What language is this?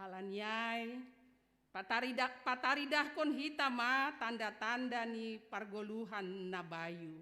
Batak Simalungun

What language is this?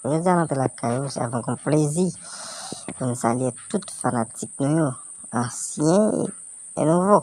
Haitian Creole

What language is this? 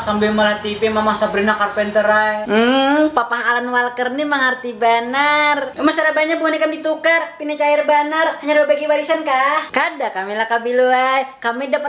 Banjar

